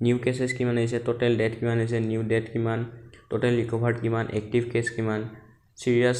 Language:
Assamese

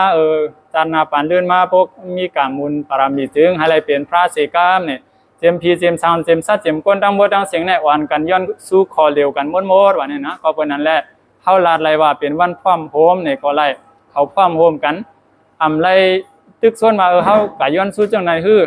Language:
Shan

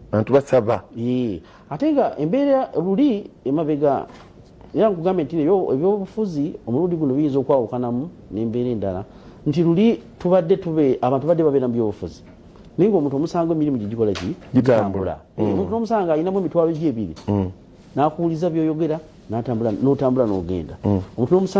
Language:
Ganda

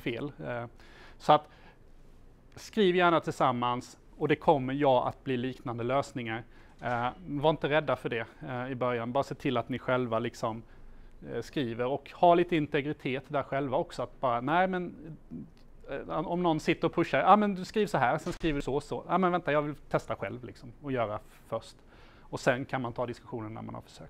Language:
Swedish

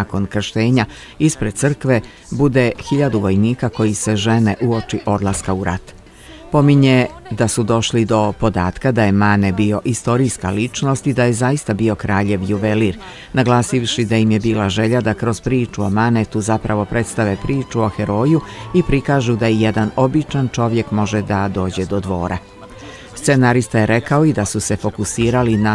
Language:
Bosnian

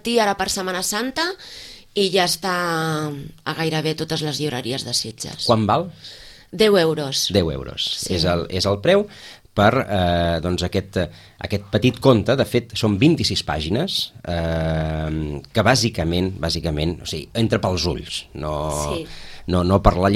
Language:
Catalan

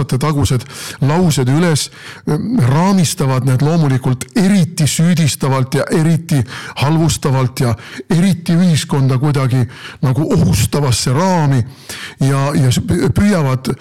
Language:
Estonian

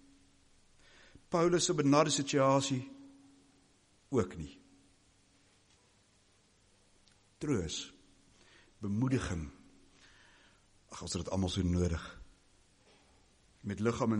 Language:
Afrikaans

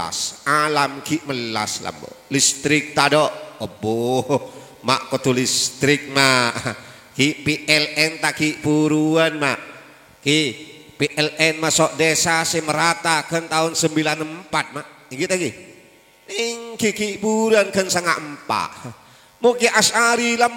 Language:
Madurese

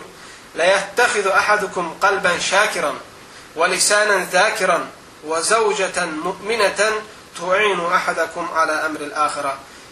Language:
Azerbaijani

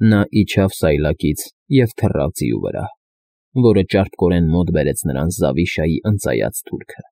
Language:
Armenian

